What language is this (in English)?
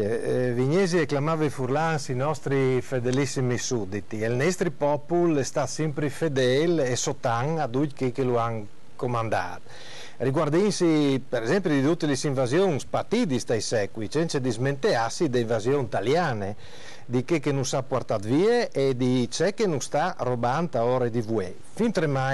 Friulian